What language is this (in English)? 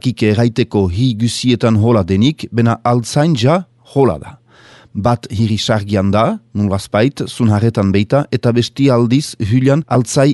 Basque